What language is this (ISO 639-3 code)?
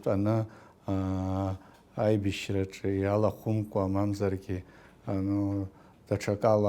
abk